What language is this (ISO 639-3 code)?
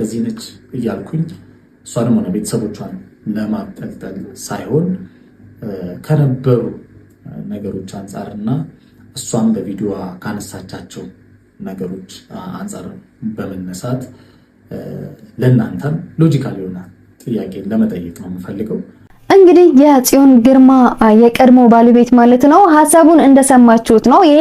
amh